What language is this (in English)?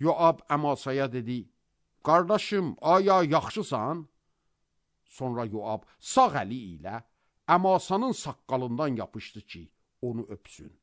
Azerbaijani